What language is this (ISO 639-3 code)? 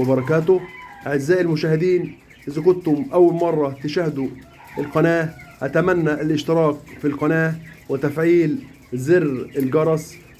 arz